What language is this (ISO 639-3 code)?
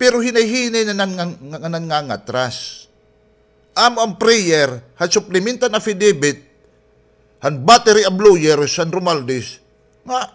war